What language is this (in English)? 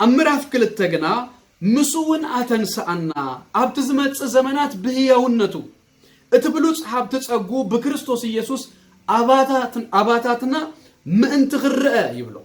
Tigrinya